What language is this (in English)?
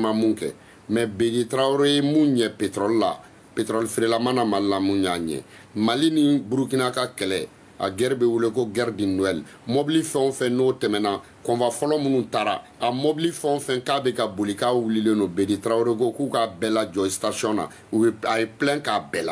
Bambara